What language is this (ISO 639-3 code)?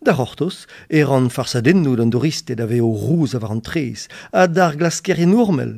bre